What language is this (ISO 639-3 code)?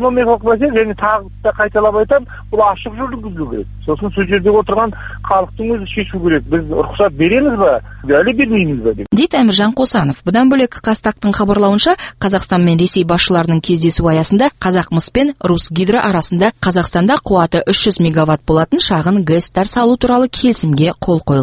kaz